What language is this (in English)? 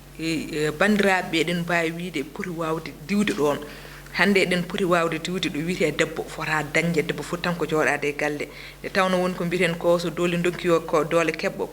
Fula